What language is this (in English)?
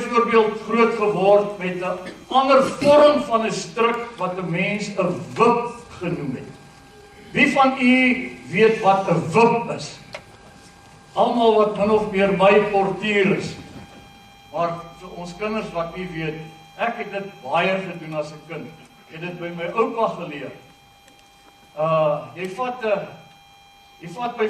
Afrikaans